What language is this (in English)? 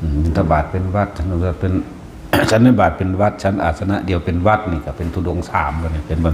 Northeastern Thai